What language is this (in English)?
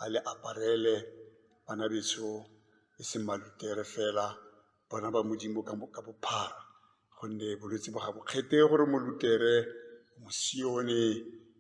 Tswana